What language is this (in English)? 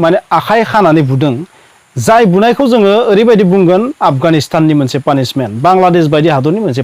Bodo